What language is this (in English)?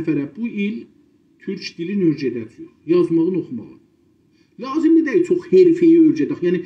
South Azerbaijani